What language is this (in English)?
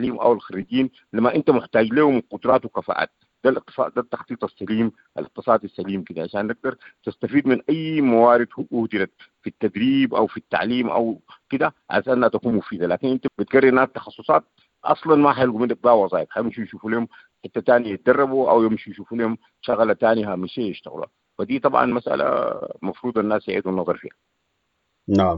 Sudanese Arabic